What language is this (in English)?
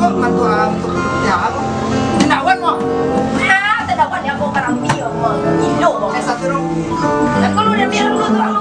Minangkabau